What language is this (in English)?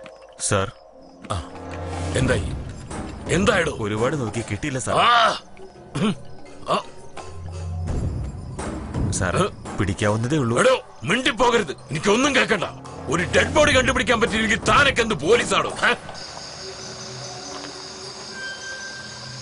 Malayalam